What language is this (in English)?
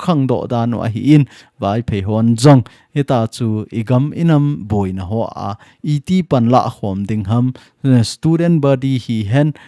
Thado Chin